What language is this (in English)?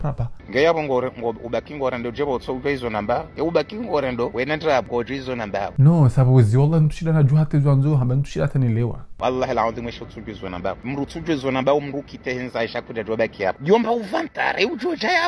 Ngazidja Comorian